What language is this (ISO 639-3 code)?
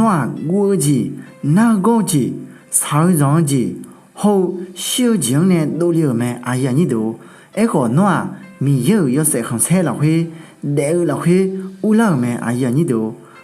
ahk